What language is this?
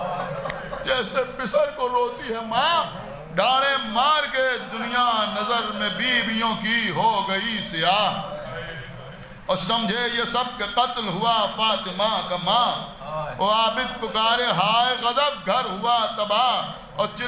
Urdu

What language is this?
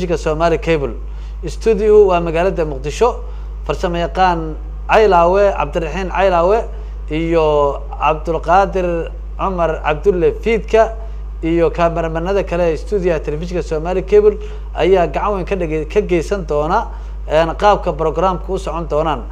Somali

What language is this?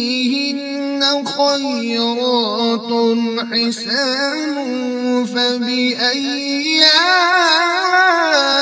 Kashmiri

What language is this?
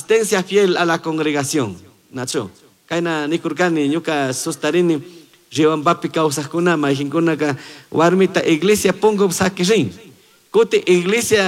Chimborazo Highland Quichua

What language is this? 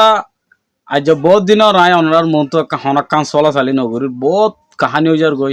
Rohingya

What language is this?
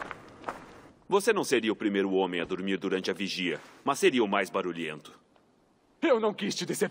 Portuguese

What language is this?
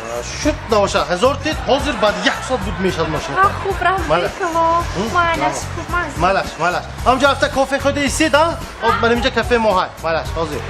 Tajik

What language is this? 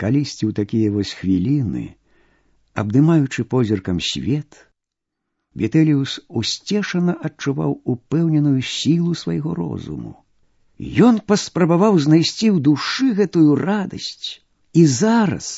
Belarusian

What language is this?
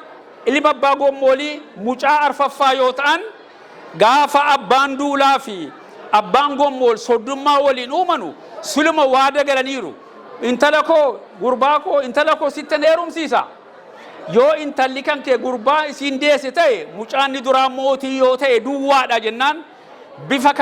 Oromo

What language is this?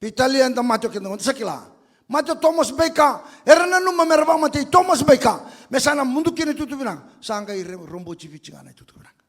Fijian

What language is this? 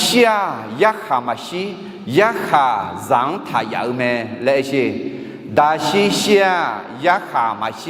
Akha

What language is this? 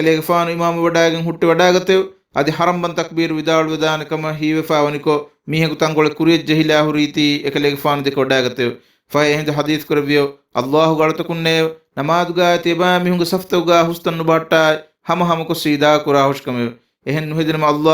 Divehi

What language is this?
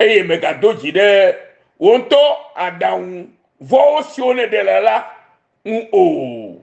Ewe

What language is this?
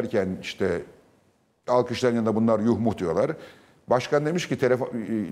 Turkish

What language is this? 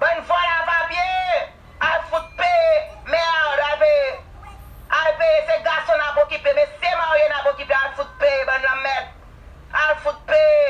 Haitian Creole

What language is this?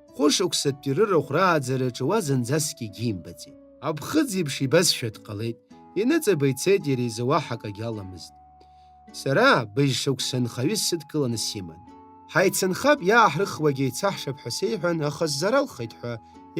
Abkhazian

